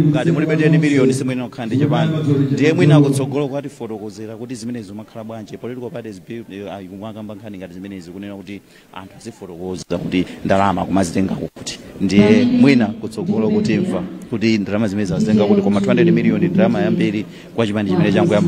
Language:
Nyanja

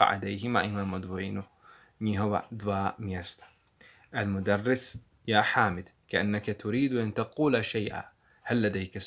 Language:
Bosnian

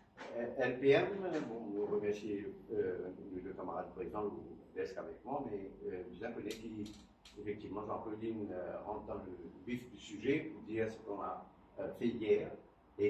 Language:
Morisyen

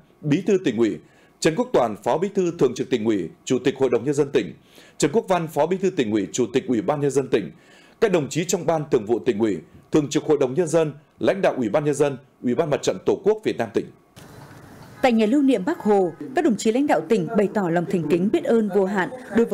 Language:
Vietnamese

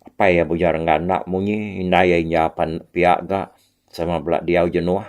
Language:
Iban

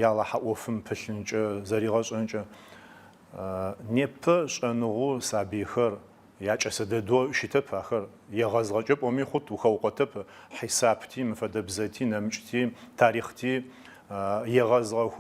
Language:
Adyghe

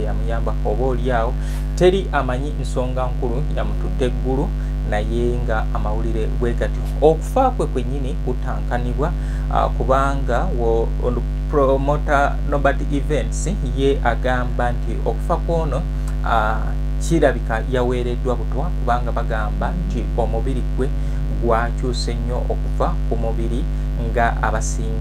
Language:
Ganda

